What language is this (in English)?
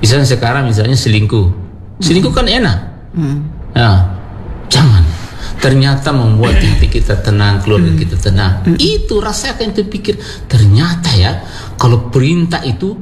Indonesian